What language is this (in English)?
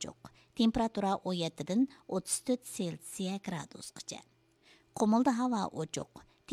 Uyghur